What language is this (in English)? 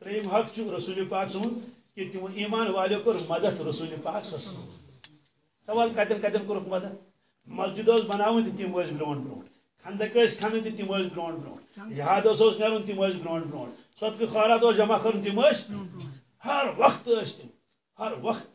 Kashmiri